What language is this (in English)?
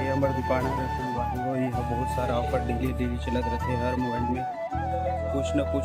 Chhattisgarhi